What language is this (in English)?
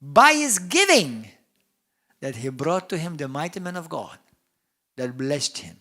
English